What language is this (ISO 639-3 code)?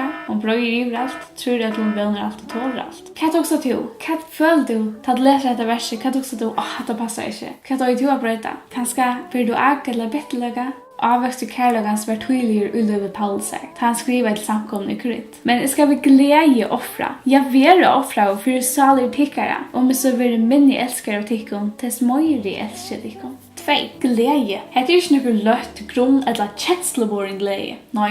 fao